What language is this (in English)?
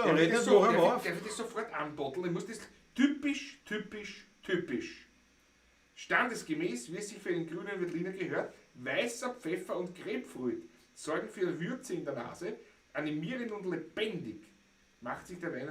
Bavarian